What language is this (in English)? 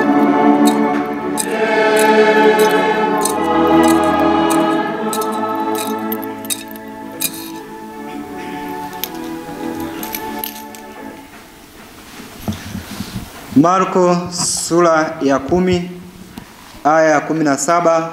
Swahili